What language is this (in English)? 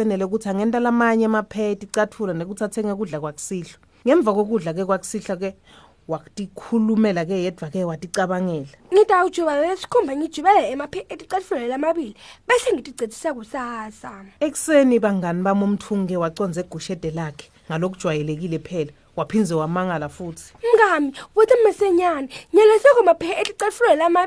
Swati